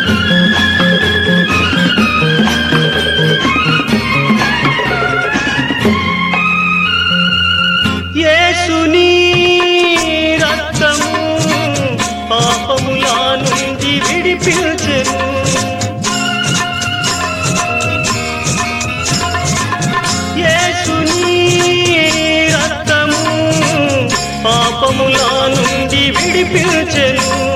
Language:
Telugu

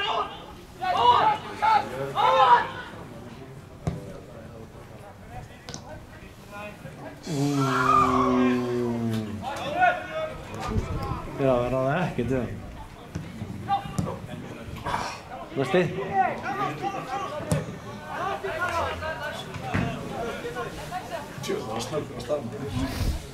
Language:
Icelandic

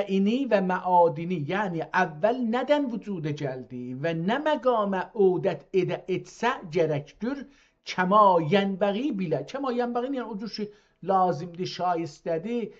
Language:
South Azerbaijani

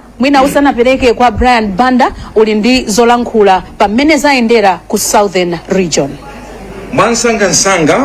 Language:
Nyanja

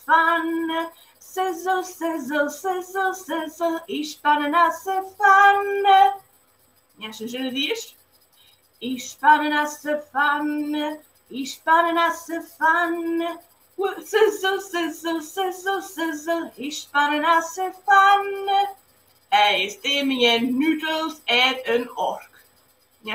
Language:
Scottish Gaelic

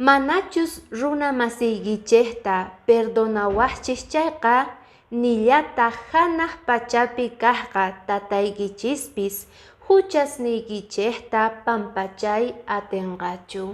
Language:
Quechua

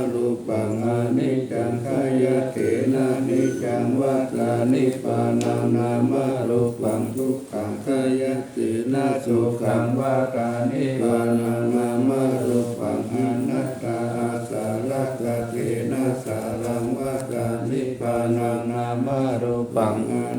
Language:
Pali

